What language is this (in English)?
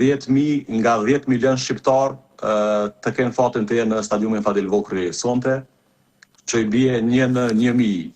Albanian